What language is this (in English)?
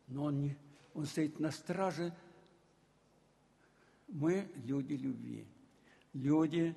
Russian